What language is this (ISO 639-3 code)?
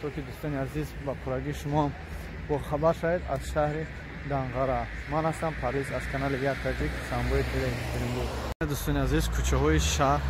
tgk